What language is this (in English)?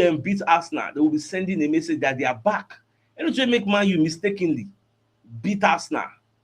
Nigerian Pidgin